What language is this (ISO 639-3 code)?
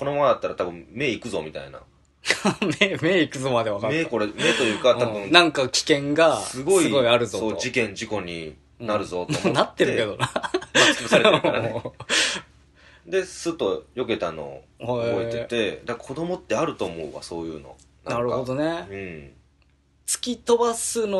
jpn